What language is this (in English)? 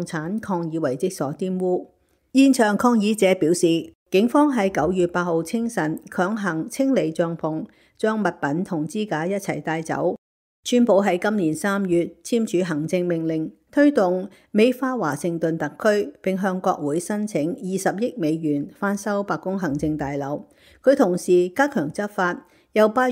Cantonese